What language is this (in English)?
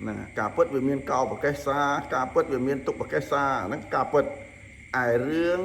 Khmer